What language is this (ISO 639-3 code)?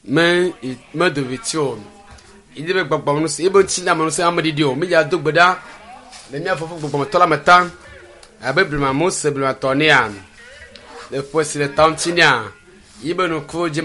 ewe